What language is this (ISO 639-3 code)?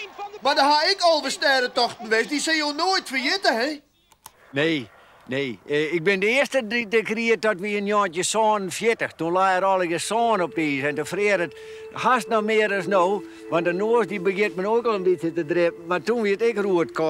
fry